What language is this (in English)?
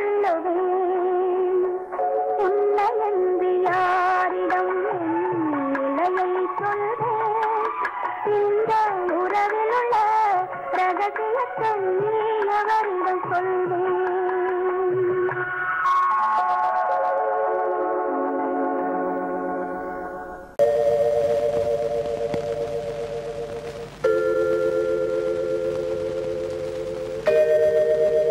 Tamil